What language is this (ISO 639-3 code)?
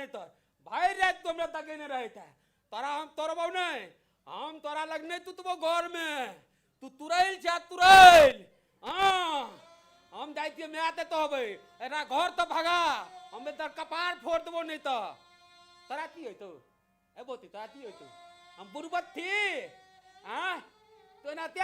mai